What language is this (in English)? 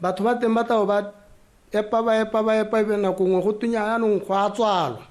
Tswana